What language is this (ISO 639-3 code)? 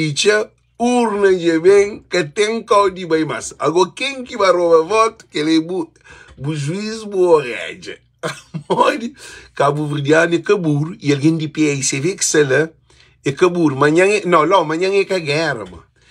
kea